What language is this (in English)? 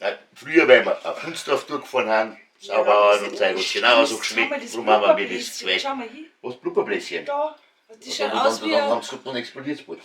Bavarian